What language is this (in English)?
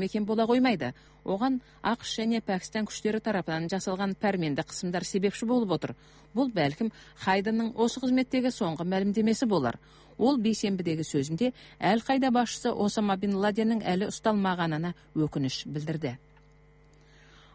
Kazakh